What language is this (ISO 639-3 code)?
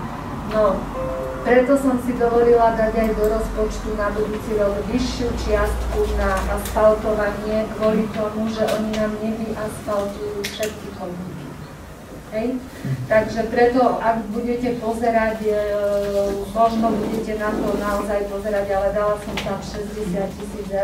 slk